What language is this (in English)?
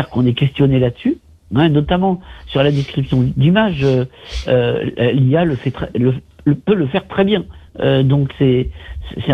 French